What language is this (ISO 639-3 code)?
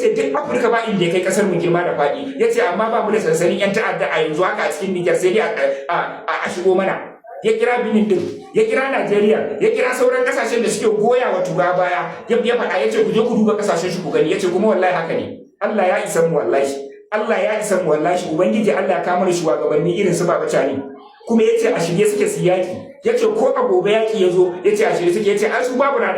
hau